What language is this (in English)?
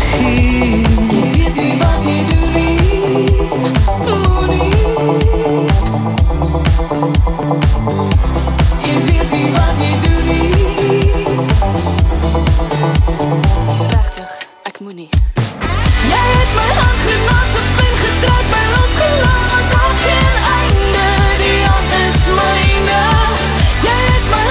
Afrikaans